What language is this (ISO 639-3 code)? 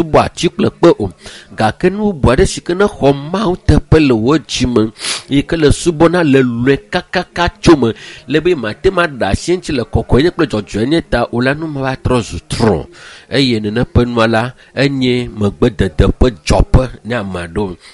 ewe